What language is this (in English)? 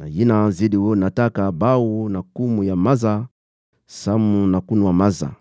Kituba (Democratic Republic of Congo)